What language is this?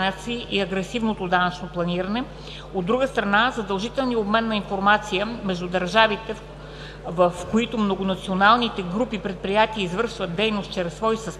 Bulgarian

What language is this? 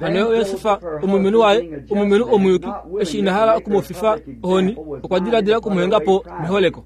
Kuanyama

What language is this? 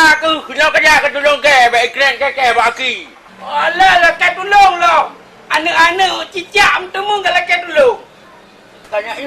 Achinese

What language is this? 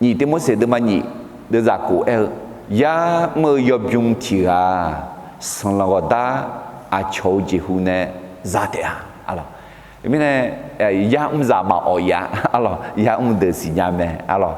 Akha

